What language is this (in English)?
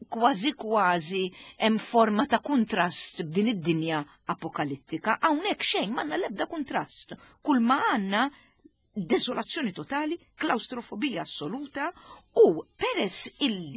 Maltese